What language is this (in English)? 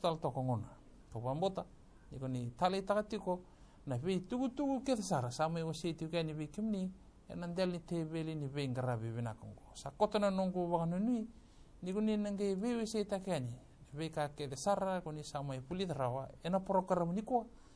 Fijian